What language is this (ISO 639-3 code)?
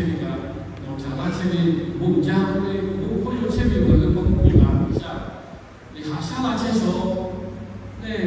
lhu